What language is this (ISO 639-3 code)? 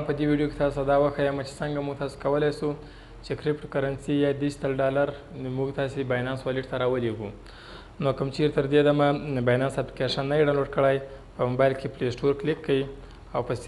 pus